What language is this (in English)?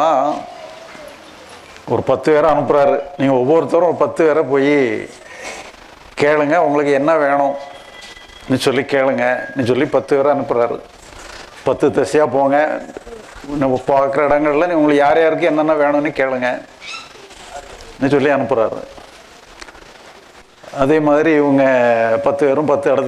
Tamil